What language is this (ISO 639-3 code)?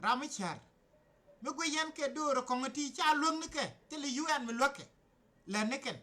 nus